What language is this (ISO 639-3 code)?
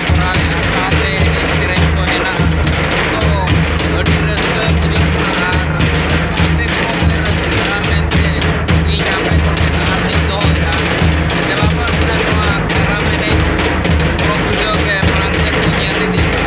sat